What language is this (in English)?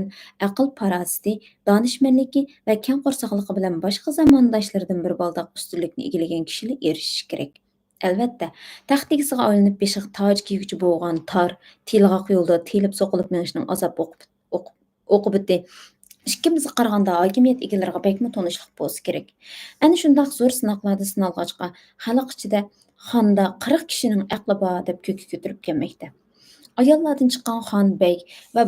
Uyghur